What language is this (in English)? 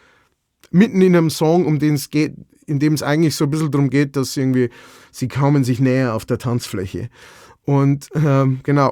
Bavarian